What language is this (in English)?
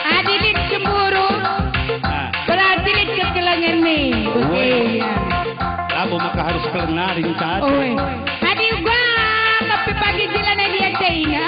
Batak Karo